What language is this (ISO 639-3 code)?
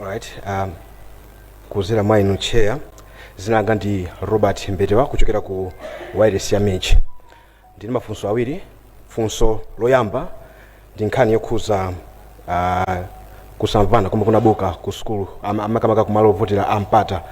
nya